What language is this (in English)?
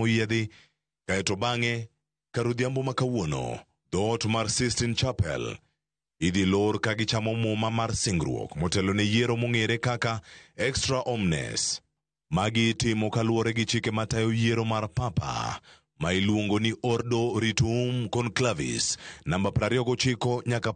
Luo (Kenya and Tanzania)